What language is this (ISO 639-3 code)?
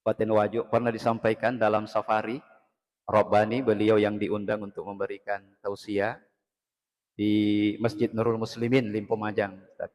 bug